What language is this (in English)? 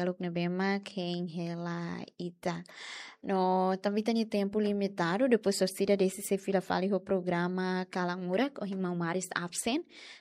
Tetum